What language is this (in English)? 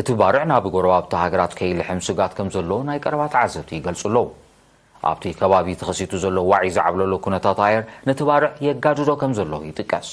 Tigrinya